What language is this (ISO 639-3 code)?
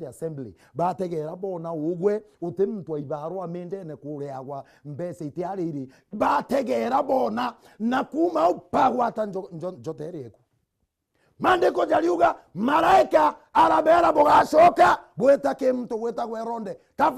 mer